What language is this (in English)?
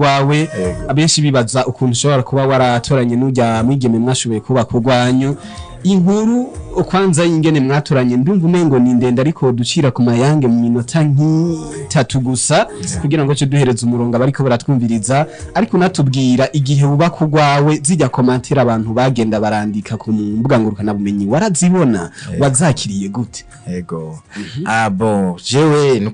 Rundi